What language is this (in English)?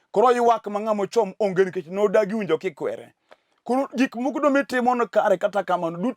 Luo (Kenya and Tanzania)